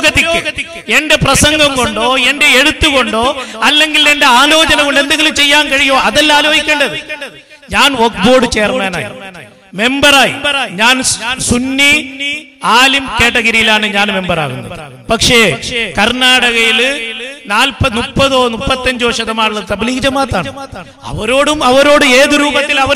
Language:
Malayalam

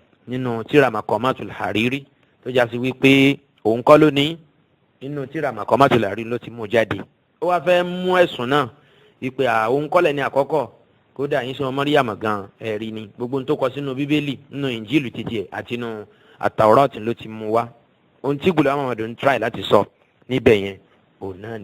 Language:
Yoruba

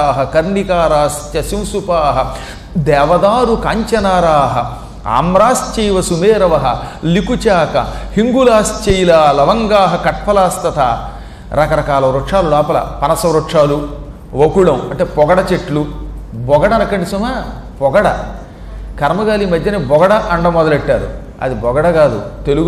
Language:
Telugu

